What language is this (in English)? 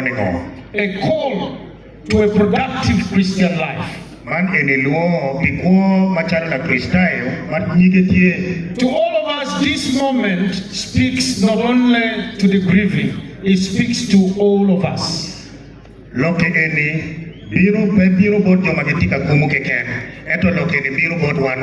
Acoli